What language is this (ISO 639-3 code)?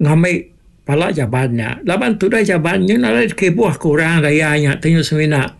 iba